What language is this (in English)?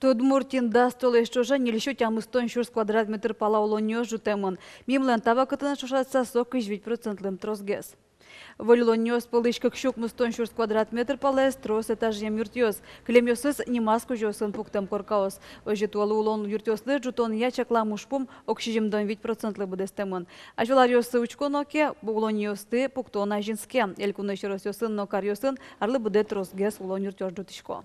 Udmurt